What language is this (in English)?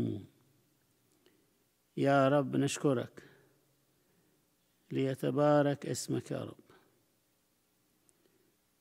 Arabic